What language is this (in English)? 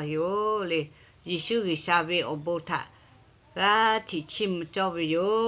Lahu